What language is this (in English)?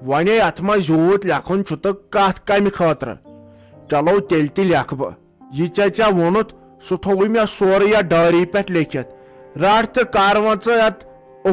Kashmiri